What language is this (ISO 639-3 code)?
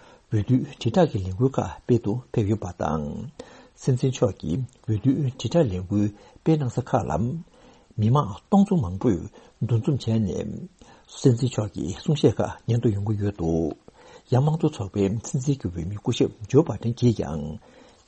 bod